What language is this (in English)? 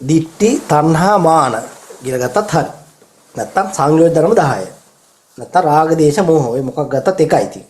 Sinhala